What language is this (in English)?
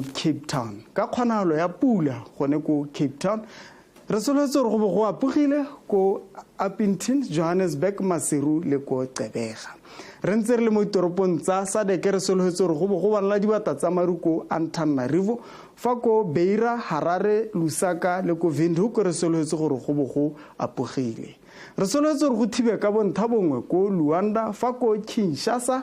Tswana